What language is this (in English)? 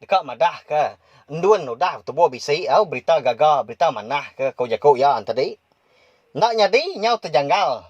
Iban